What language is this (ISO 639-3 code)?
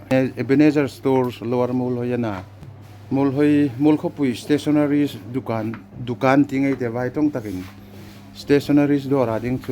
hmr